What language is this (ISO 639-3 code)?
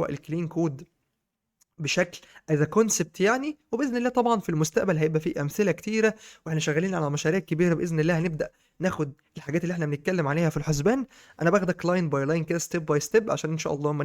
arz